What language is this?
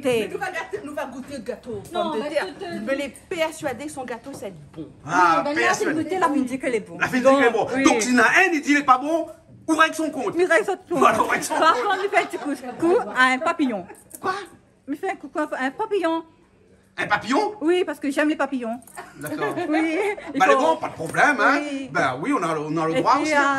Réunion Creole French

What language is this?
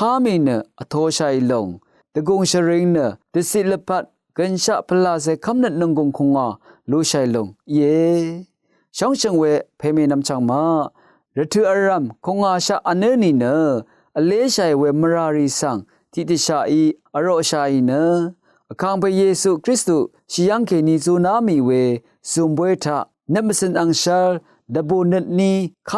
Rawang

